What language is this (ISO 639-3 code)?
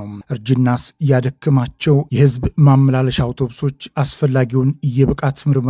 amh